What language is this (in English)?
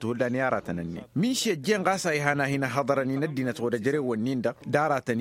Tamasheq